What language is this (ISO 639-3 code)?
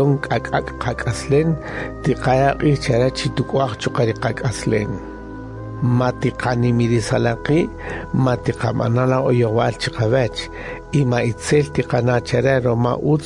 cak